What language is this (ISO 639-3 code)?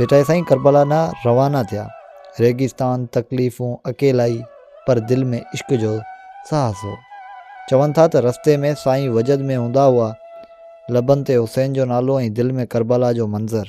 snd